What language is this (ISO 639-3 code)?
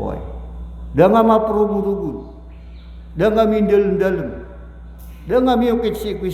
mrw